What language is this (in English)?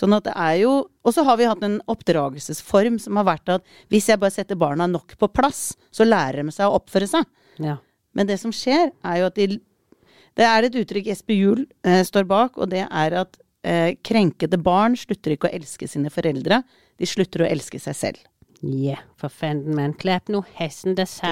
Norwegian